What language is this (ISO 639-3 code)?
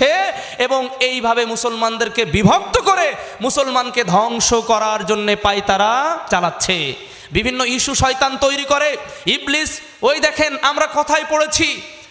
ben